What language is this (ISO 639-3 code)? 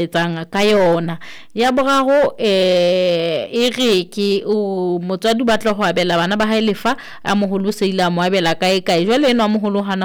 sot